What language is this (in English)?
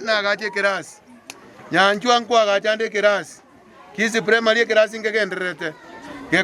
Gusii